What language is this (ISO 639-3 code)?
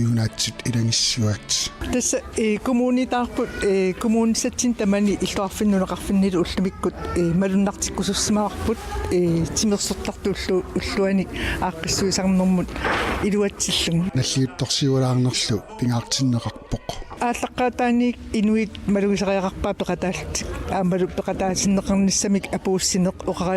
kal